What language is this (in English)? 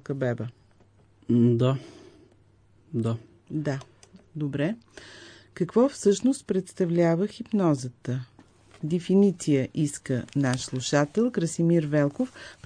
Bulgarian